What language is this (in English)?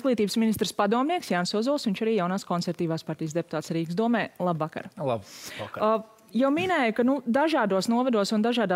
Latvian